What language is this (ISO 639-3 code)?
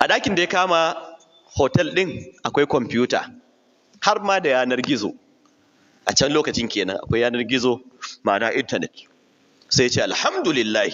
hau